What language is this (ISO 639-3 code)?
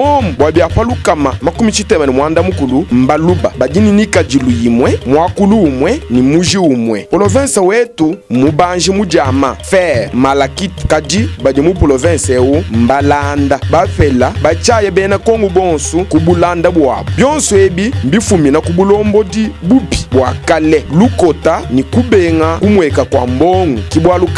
lua